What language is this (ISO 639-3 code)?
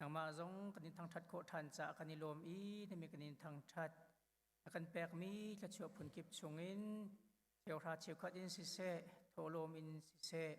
cnh